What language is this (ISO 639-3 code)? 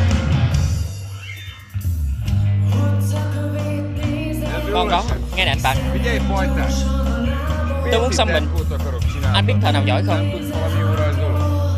vie